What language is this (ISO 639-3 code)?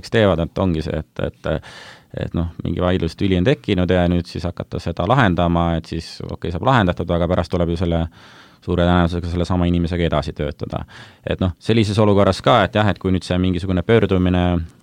est